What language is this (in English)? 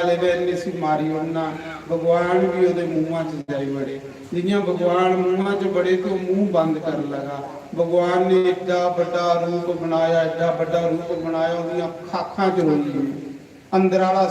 Dogri